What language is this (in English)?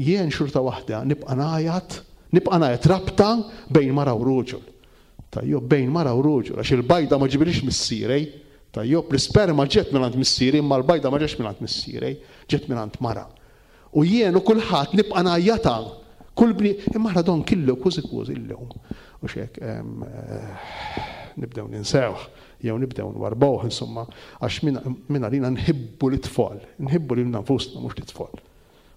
Maltese